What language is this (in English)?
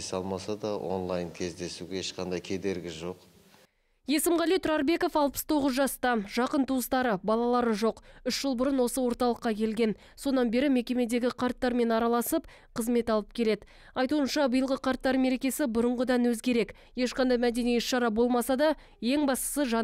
Kazakh